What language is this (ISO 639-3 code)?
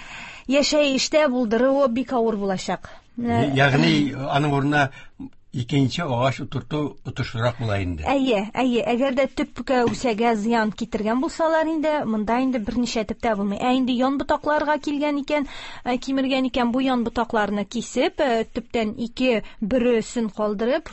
tat